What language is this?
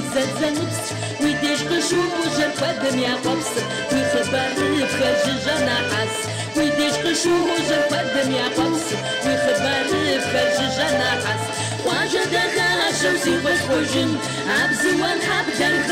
Kabardian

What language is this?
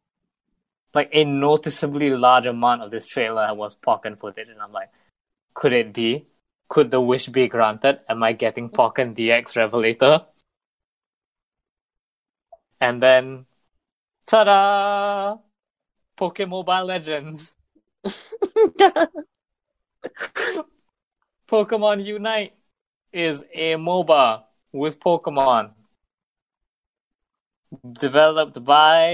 English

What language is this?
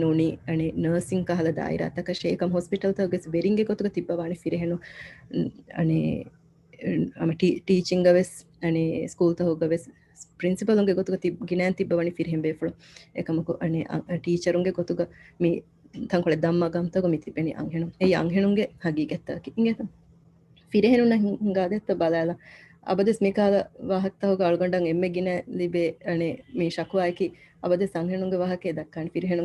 Divehi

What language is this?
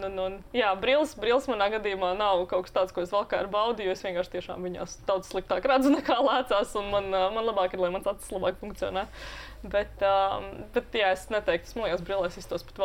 Latvian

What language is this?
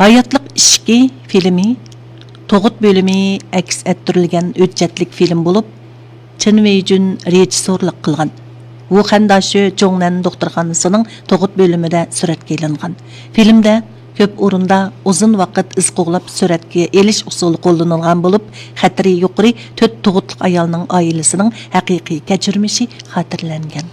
Uyghur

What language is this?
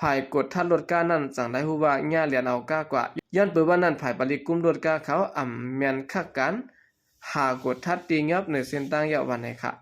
Shan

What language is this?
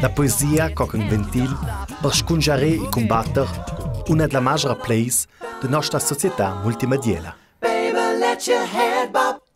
Ladin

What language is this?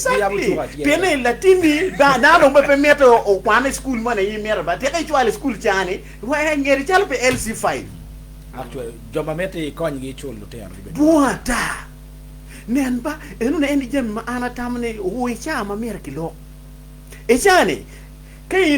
Acoli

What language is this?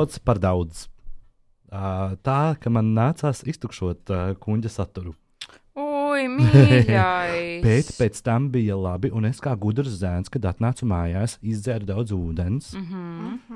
Latvian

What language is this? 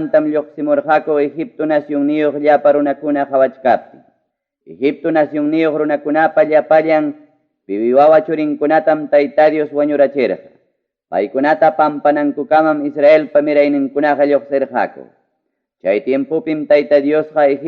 Ayacucho Quechua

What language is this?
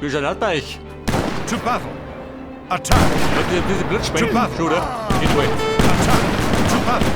Bavarian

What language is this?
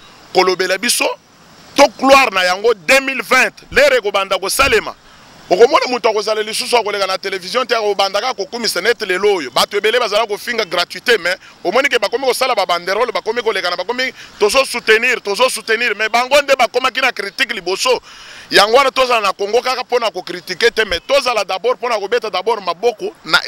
Lingala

